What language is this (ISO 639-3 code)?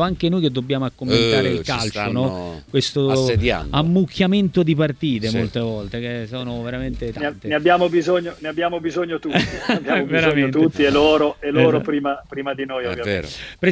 ita